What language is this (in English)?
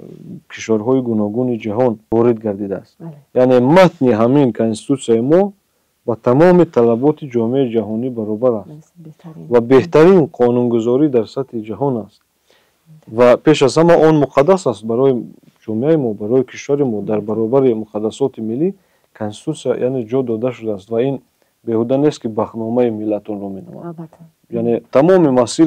Tajik